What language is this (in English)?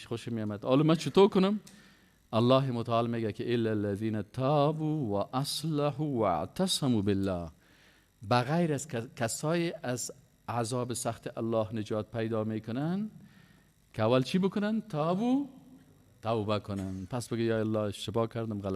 Persian